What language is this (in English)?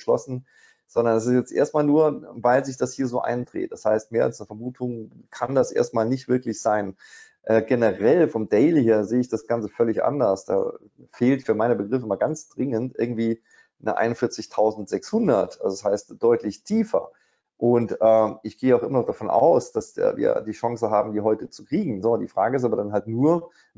German